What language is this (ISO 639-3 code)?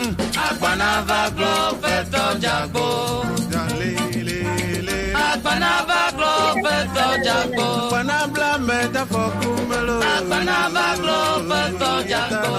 ewe